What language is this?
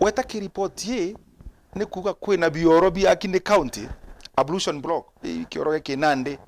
Meru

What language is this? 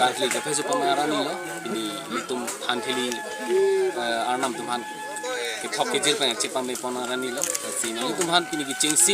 Karbi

